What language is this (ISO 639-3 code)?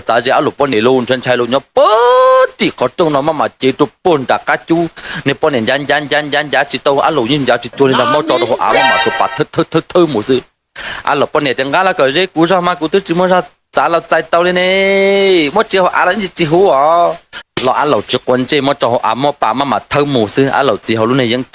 hmn